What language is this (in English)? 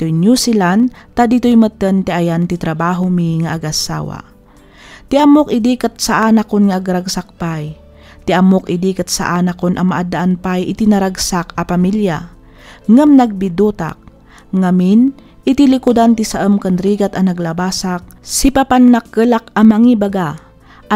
Iloko